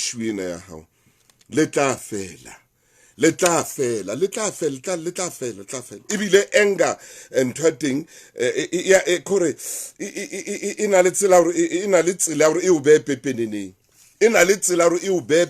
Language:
Southern Sotho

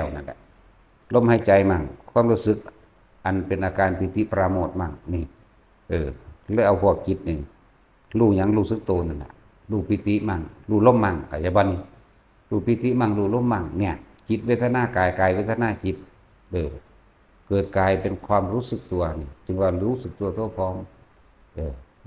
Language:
Lao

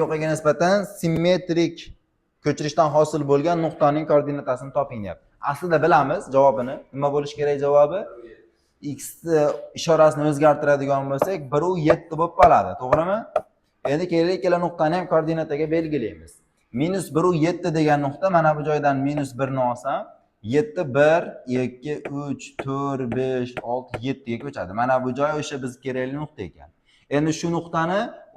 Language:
Uzbek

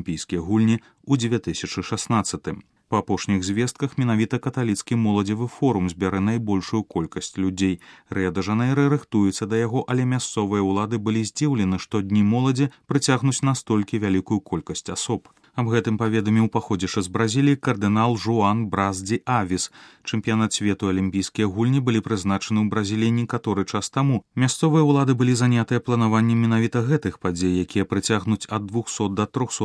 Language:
Belarusian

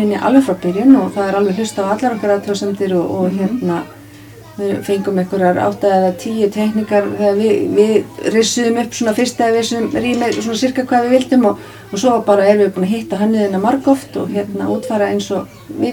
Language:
Icelandic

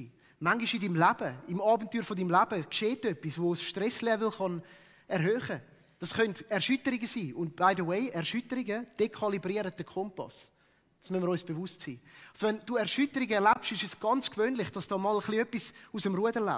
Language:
Swiss German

